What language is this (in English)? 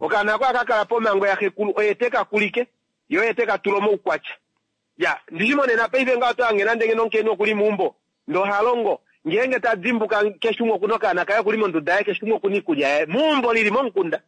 Kuanyama